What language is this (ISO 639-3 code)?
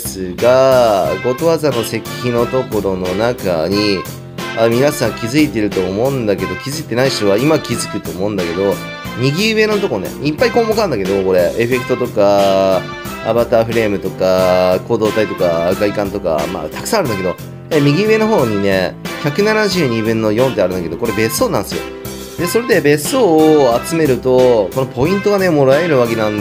jpn